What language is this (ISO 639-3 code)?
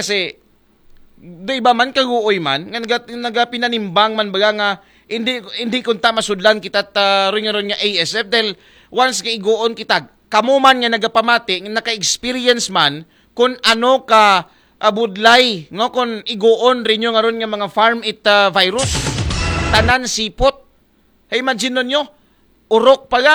akl